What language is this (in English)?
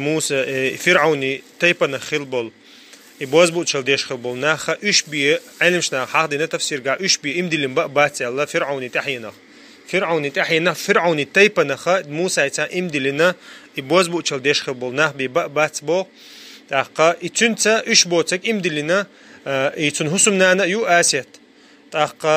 Chechen